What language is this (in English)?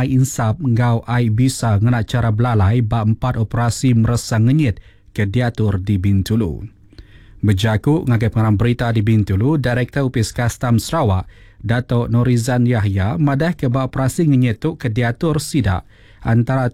Iban